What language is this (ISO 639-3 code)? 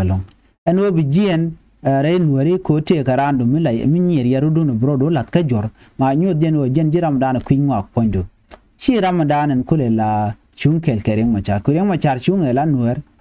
nus